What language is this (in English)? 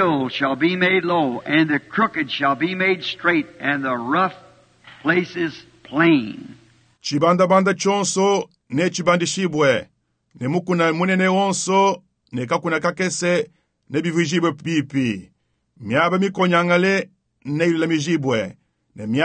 Luba-Lulua